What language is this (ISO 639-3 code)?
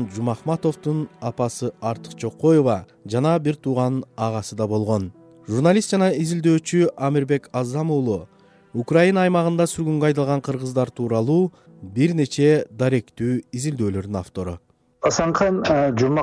kir